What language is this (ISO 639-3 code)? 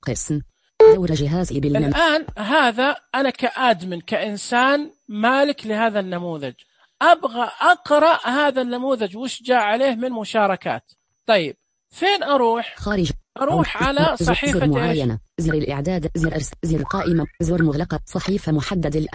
ars